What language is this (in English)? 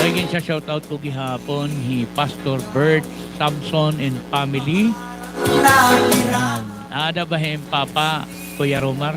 Waray